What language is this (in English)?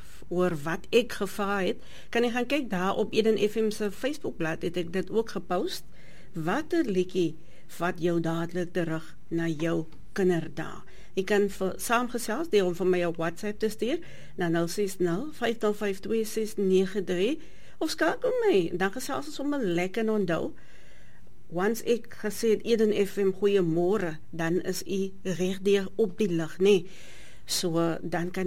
Afrikaans